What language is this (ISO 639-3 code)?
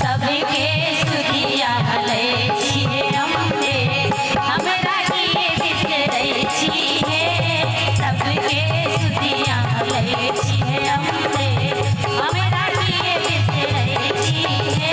mai